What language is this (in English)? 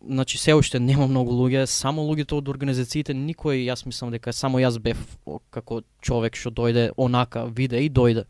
Macedonian